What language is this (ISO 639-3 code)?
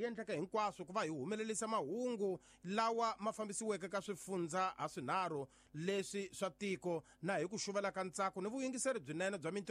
tso